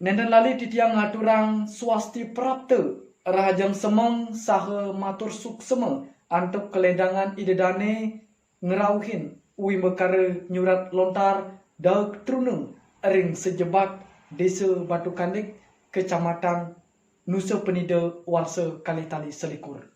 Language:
Balinese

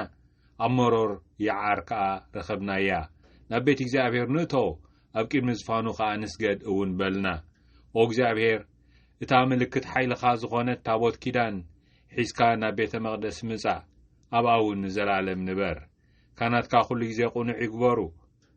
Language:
Tigrinya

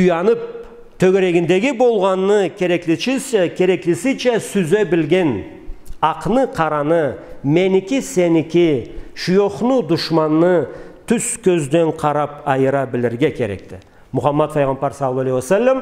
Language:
Karachay-Balkar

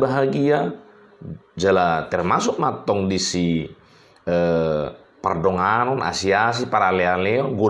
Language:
Batak Toba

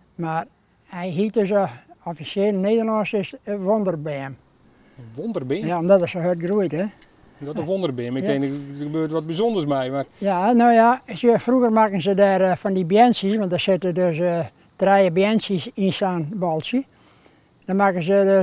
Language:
Western Frisian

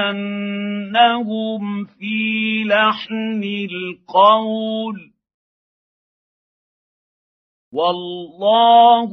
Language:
Arabic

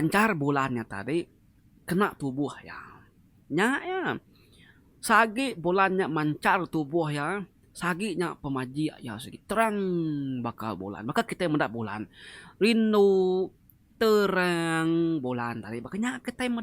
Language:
Iban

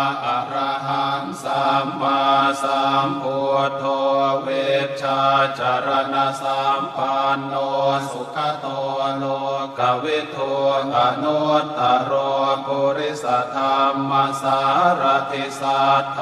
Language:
Pali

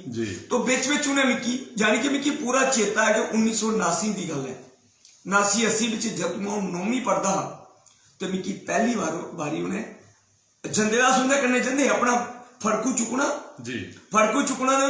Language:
Dogri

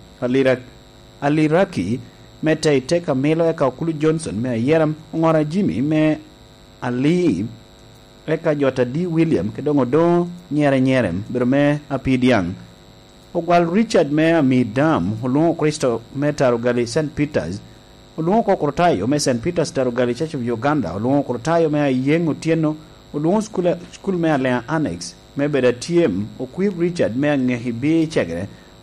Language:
Lango (Uganda)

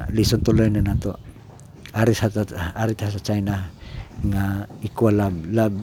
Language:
Cebuano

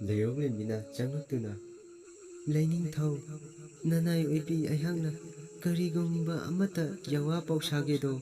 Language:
Manipuri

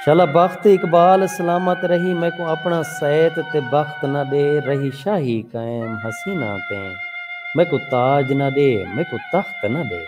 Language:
Saraiki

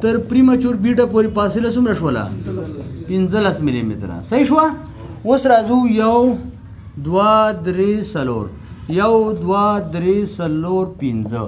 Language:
Pashto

